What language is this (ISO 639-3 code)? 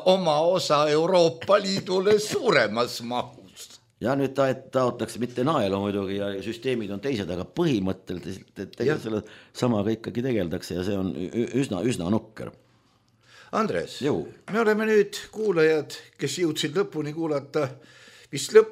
est